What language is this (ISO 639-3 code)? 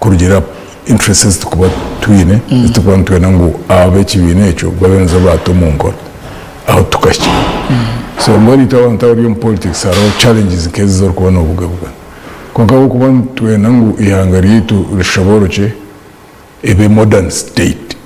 nyn